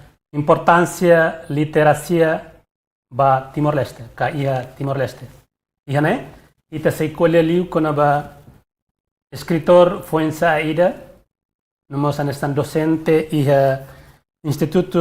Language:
Tetum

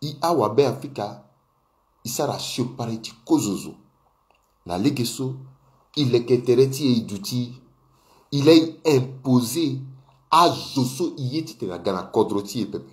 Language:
Sango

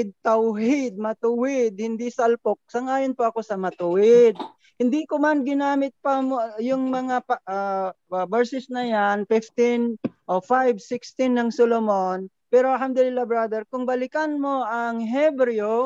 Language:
Filipino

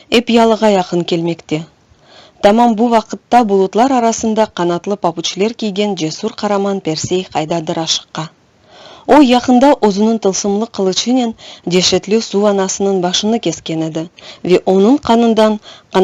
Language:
Crimean Tatar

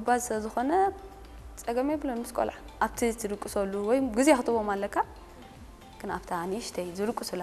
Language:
Tigrinya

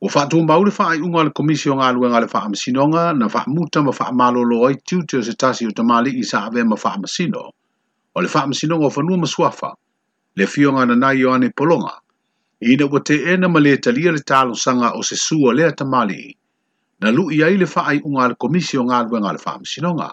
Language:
Samoan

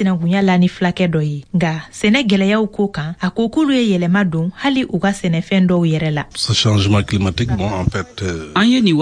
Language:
Bambara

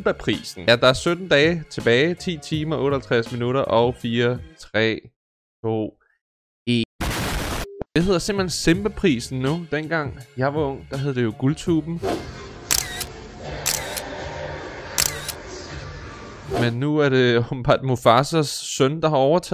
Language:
Danish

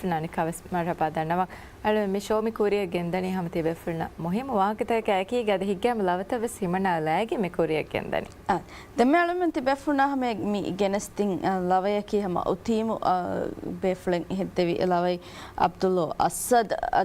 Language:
Divehi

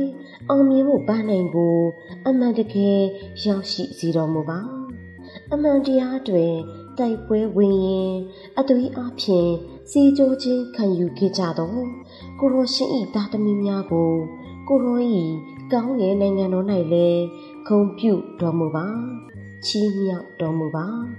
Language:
Burmese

